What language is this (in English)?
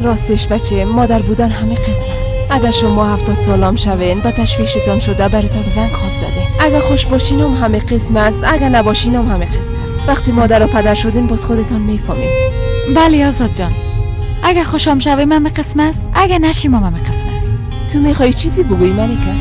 Persian